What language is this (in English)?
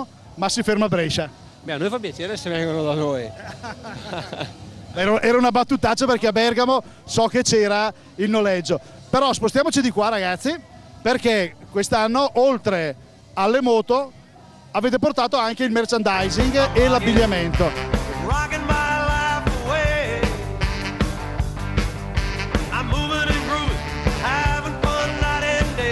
Italian